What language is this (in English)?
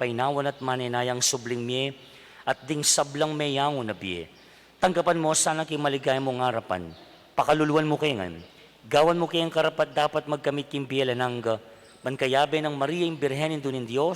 Pampanga